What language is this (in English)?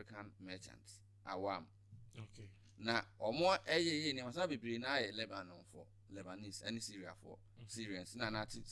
Akan